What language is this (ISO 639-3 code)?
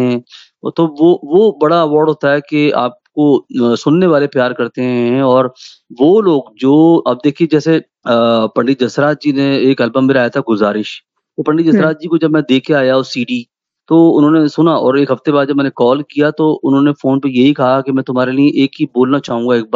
hin